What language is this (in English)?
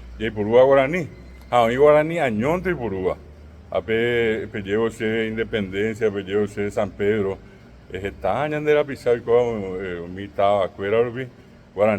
Guarani